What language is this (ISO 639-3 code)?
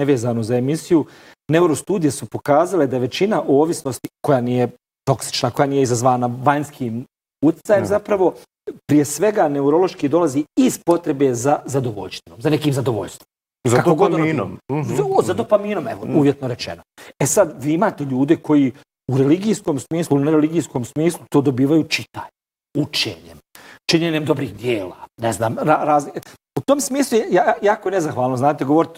hrv